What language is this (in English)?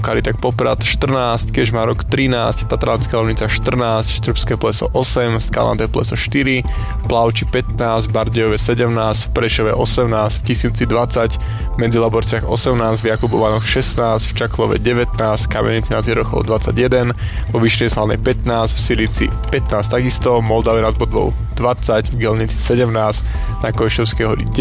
Slovak